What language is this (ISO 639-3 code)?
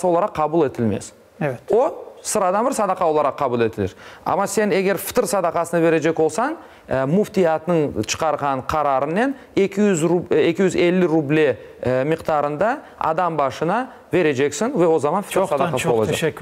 crh